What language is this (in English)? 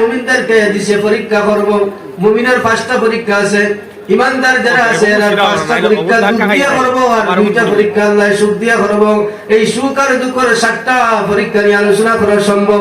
Sylheti